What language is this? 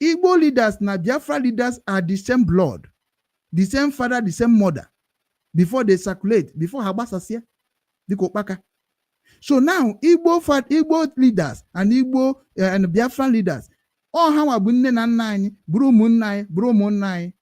Igbo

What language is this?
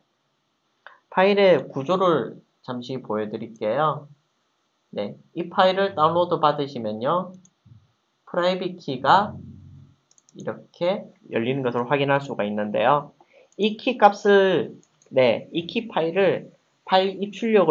Korean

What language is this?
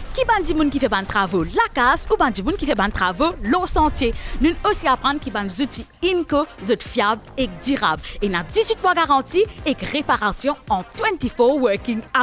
Morisyen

